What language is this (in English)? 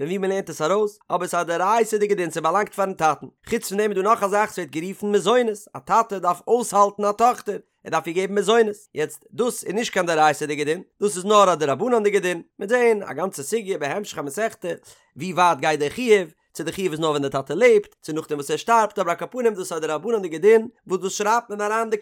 Yiddish